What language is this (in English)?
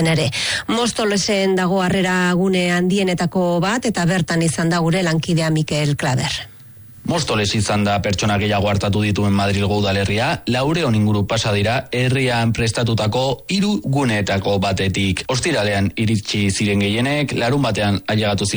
Basque